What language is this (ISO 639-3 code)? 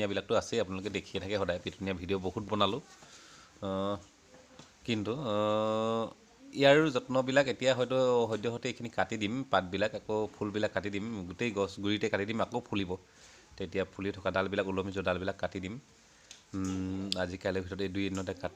asm